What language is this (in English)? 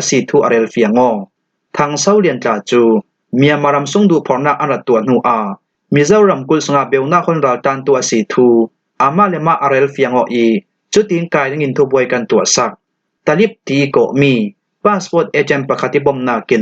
Falam Chin